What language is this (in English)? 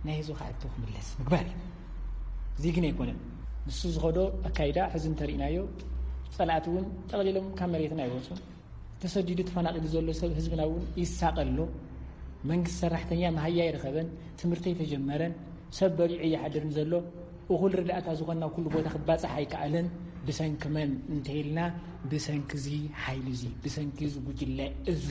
Tigrinya